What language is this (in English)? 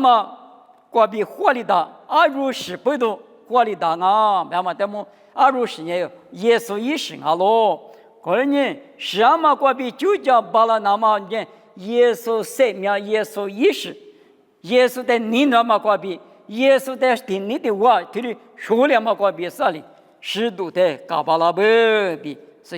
Lisu